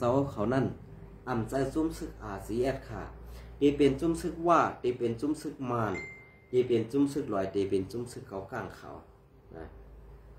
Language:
Shan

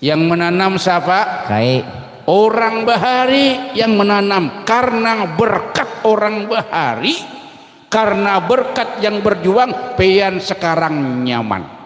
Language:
Banjar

